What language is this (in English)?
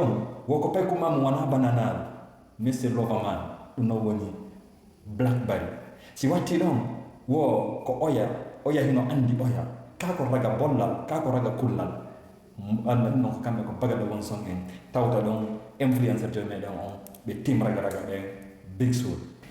Fula